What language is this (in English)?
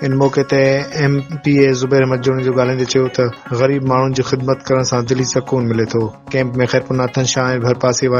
Sindhi